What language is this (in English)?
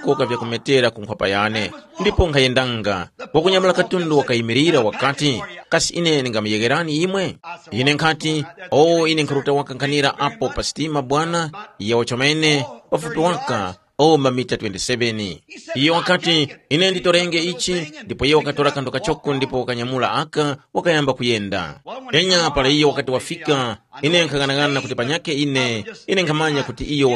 Tumbuka